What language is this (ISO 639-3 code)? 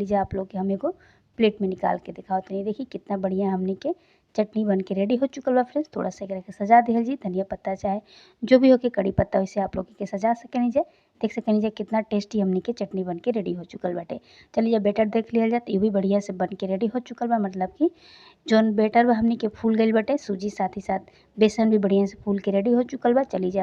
bho